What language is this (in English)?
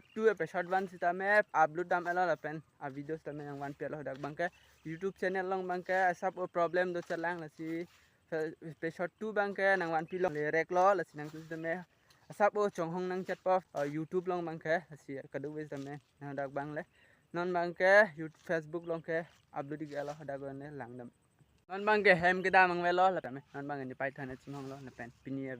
Karbi